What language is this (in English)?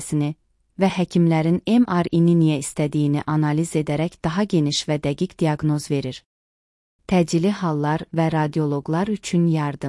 Azerbaijani